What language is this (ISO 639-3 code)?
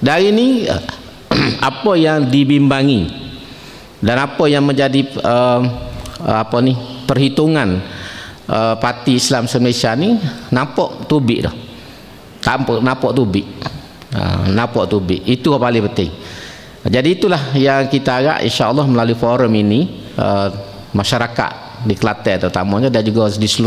msa